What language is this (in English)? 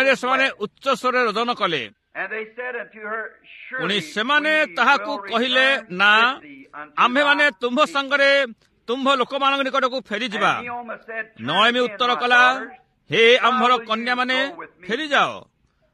Odia